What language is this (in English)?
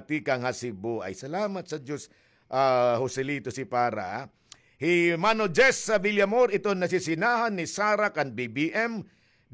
Waray